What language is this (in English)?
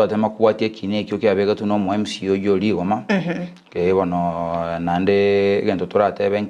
Gusii